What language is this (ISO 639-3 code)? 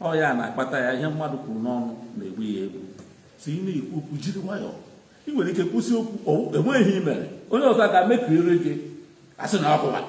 ibo